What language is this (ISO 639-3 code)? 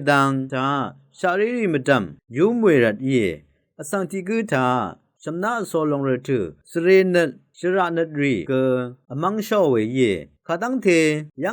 raw